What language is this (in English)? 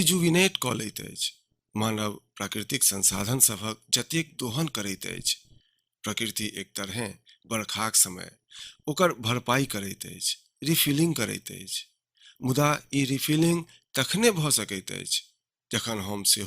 Maithili